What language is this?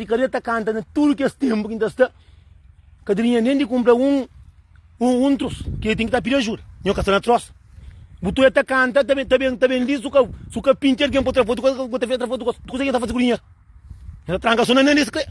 Kabuverdianu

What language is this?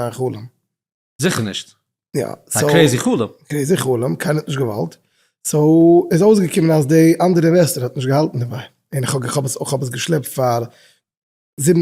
Yiddish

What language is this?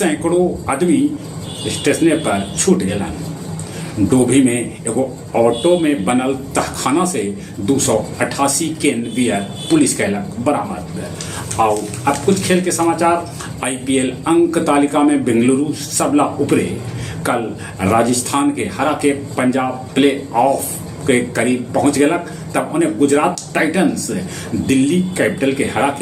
Magahi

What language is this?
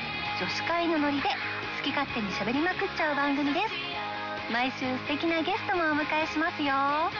Japanese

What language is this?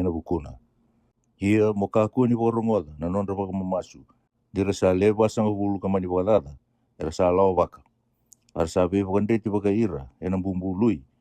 Fijian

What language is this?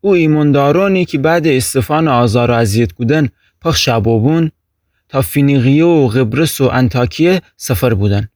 Gilaki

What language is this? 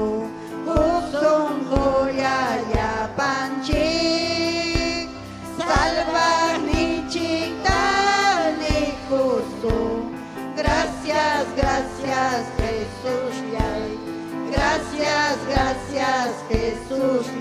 Ayacucho Quechua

